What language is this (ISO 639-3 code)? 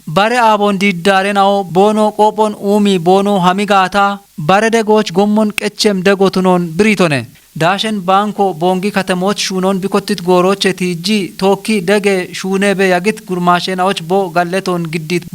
kbr